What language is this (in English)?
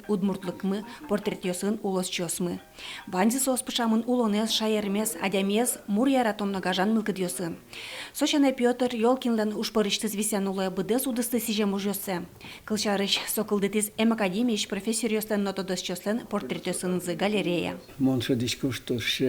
Udmurt